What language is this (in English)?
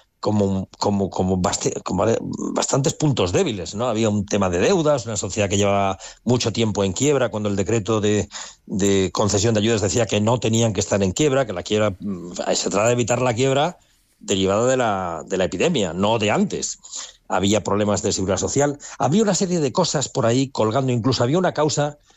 Spanish